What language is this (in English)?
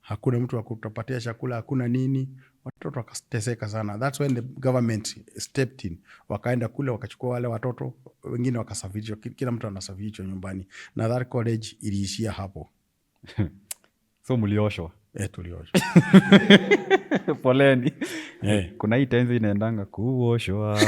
Swahili